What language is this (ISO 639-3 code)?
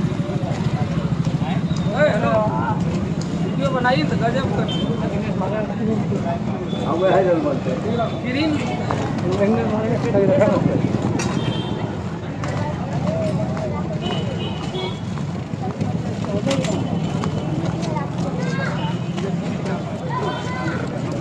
hin